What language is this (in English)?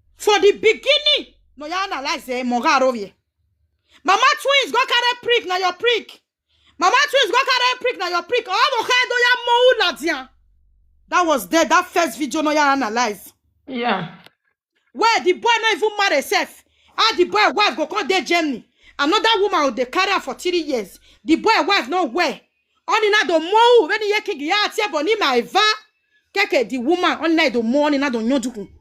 Nigerian Pidgin